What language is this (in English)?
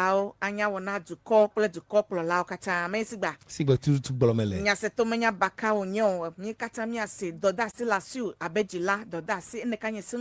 Ewe